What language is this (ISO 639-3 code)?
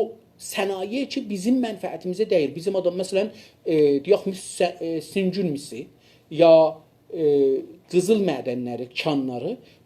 azb